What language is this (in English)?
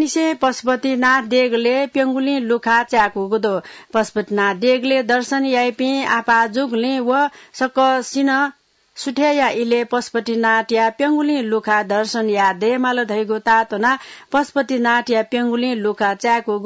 Newari